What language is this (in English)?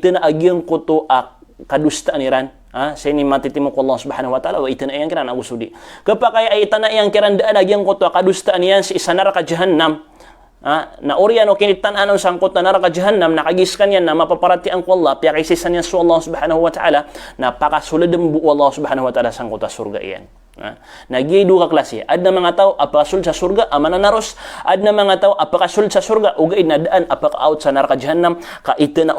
Maranao